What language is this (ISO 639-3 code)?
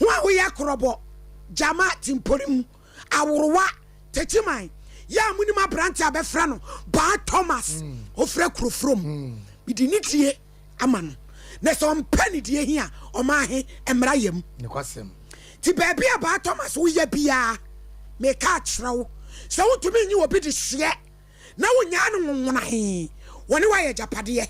aka